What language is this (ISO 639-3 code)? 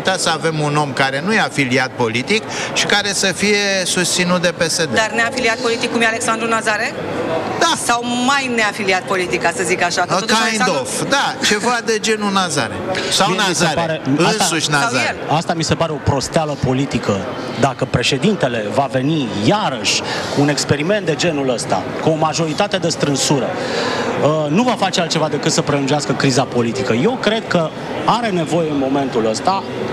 ron